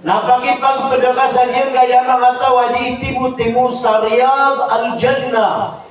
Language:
Maranao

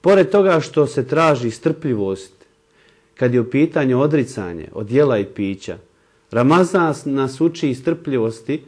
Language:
Bosnian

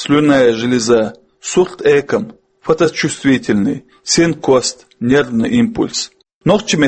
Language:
Chechen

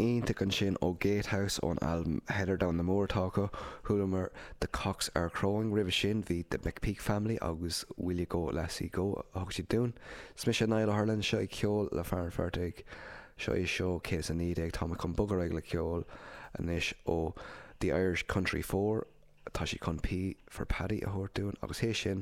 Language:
Irish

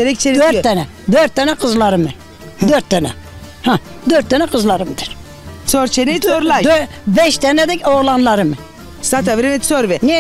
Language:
Zaza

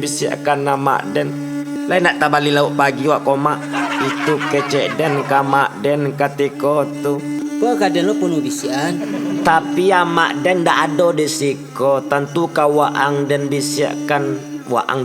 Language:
Minangkabau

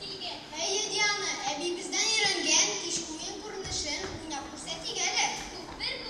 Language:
Tatar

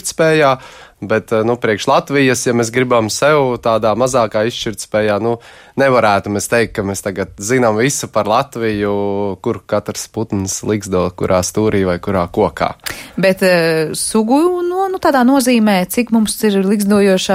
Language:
Latvian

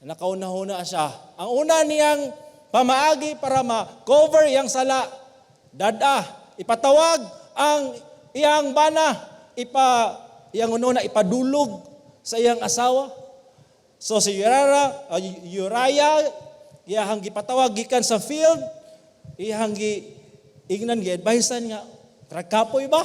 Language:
Cebuano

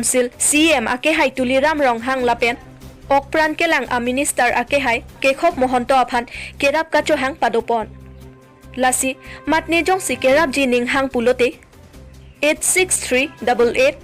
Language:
Karbi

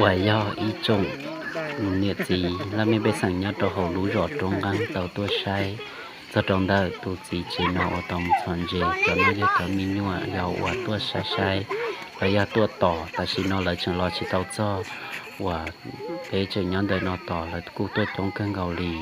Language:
Hmong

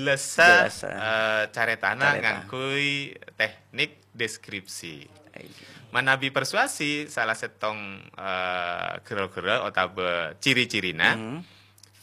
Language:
Madurese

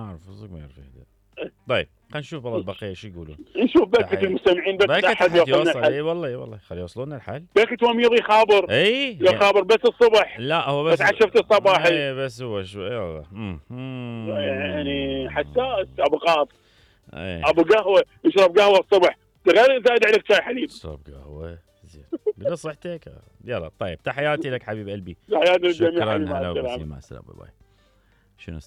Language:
Mesopotamian Arabic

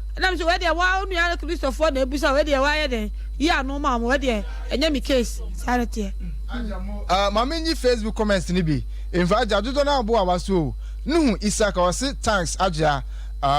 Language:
Akan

